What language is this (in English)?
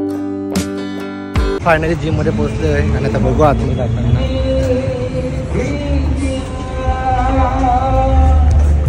Marathi